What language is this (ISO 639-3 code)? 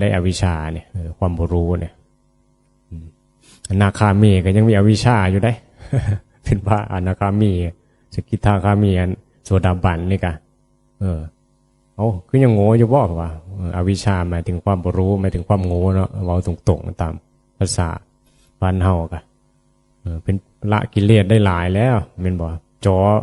tts